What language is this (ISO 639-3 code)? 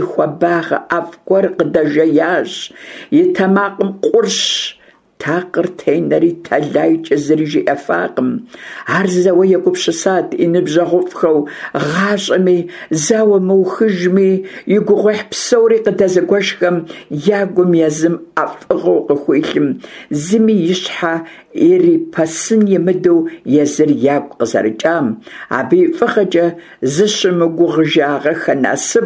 kbd